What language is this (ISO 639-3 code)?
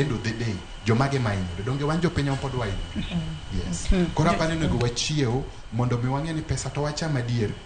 luo